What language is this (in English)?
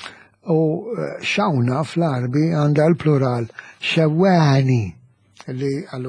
Maltese